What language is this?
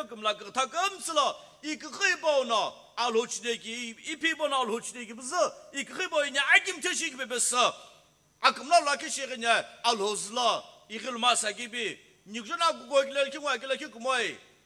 Sumi Naga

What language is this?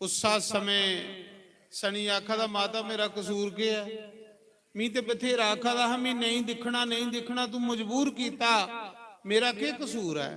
Dogri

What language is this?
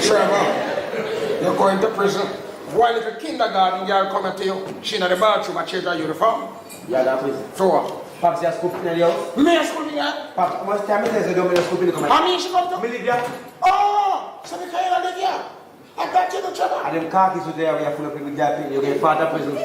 Jamaican Creole English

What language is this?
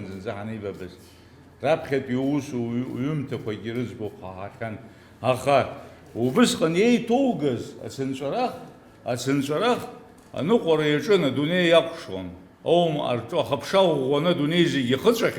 Abkhazian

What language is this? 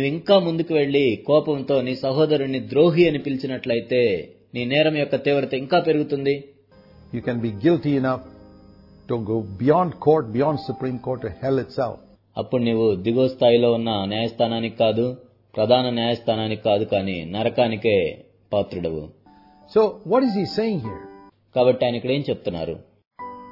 Telugu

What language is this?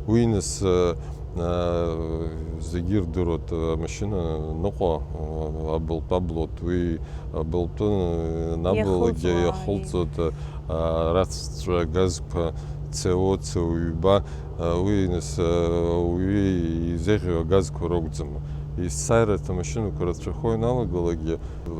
Abkhazian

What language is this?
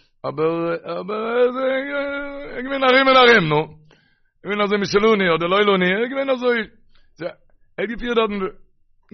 Yiddish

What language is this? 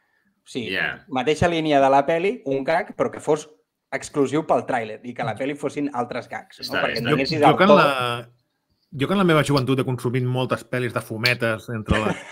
Catalan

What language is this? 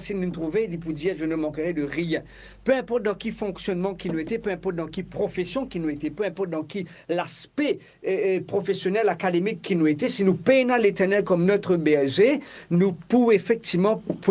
Morisyen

